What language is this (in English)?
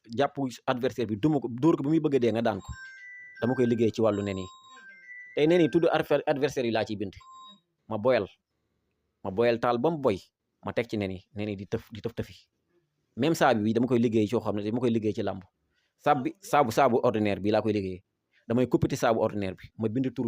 Wolof